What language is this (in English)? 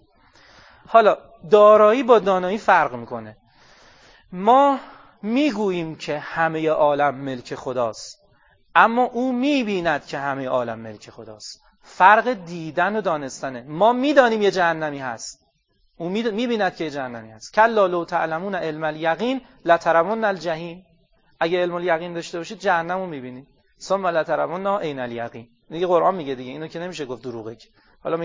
Persian